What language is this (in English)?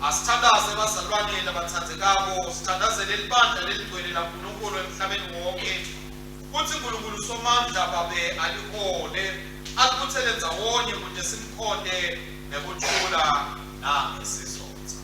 Swati